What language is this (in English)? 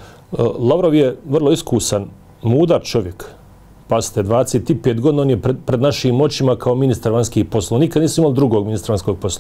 Bosnian